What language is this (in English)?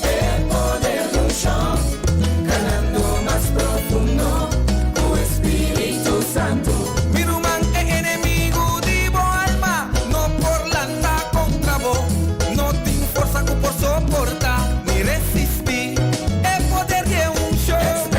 Papiamento